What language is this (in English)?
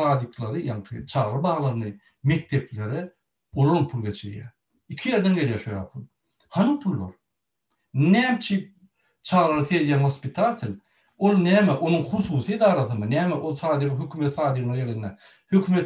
Turkmen